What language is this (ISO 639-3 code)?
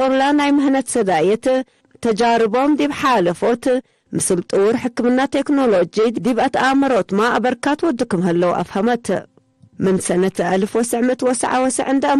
tig